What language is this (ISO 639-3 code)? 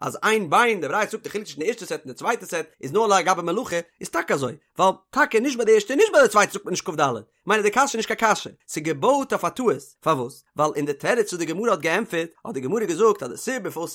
yid